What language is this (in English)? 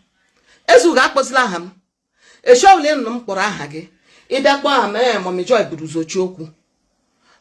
Igbo